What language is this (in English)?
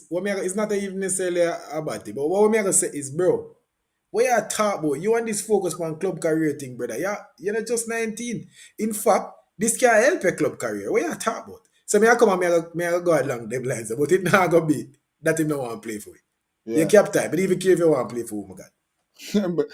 Jamaican Creole English